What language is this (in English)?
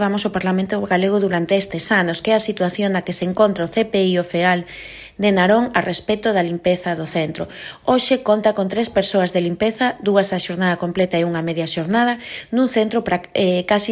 Galician